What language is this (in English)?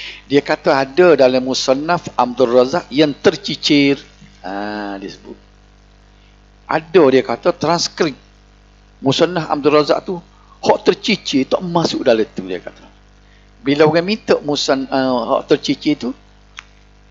Malay